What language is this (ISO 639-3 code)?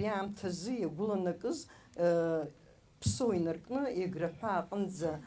abk